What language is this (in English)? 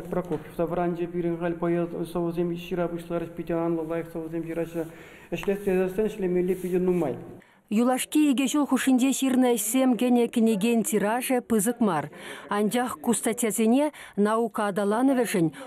Chuvash